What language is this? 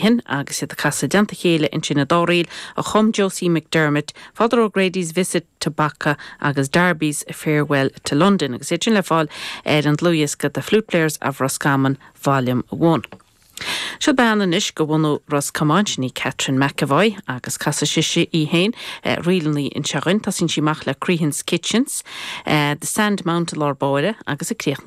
Irish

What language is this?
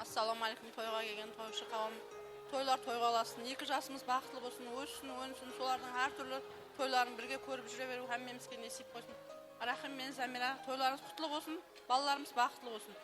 Kara-Kalpak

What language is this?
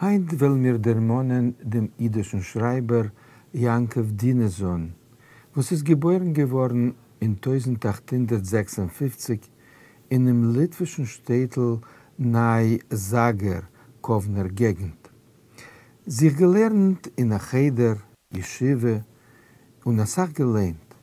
Yiddish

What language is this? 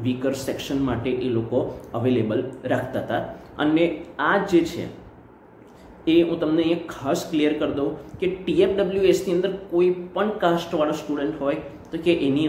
Gujarati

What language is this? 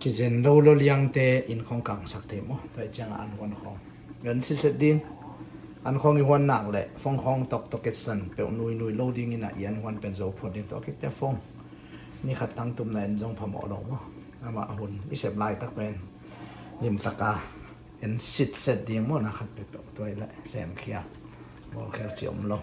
Tedim Chin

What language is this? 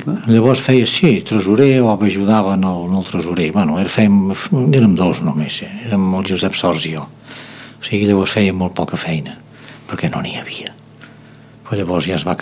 Catalan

